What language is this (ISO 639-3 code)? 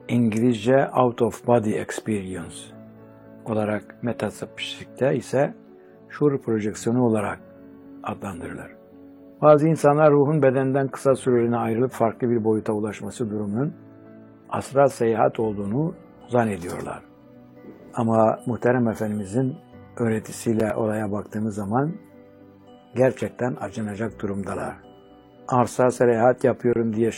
tur